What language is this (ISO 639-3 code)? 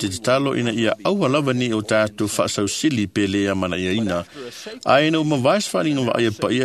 smo